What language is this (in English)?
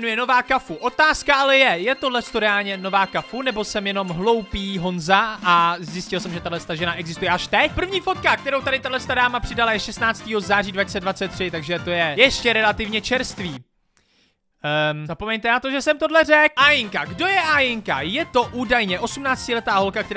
Czech